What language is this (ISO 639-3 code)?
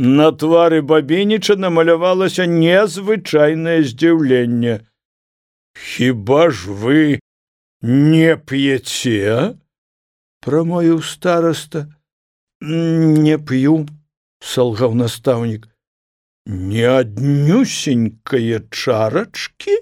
bel